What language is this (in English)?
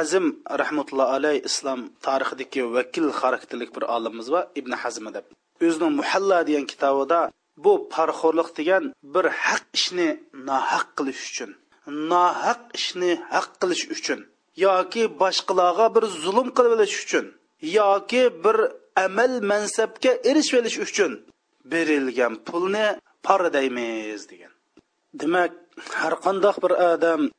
Uyghur